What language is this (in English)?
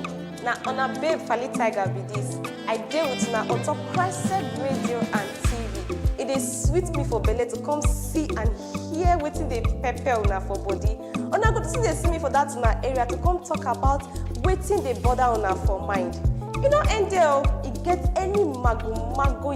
Nigerian Pidgin